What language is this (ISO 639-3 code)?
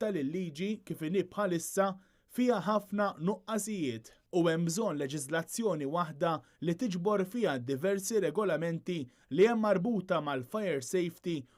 mlt